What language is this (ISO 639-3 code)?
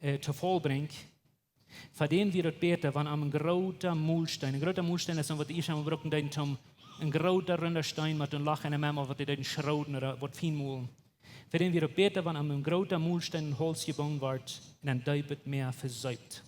pdt